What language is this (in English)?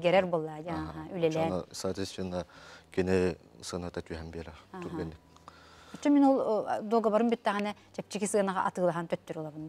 Yakut